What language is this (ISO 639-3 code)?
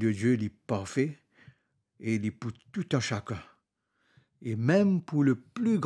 mfe